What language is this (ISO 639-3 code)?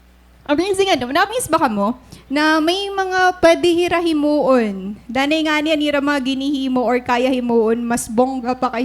war